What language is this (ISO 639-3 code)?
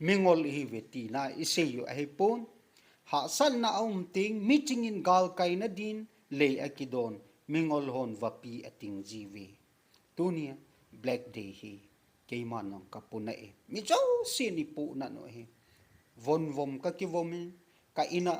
tcz